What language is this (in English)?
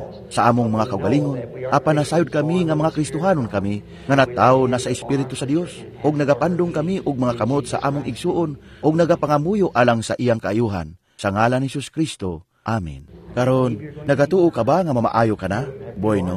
Cebuano